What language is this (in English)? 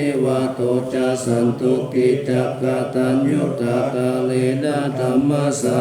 Pali